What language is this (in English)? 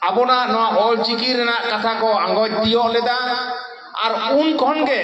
Santali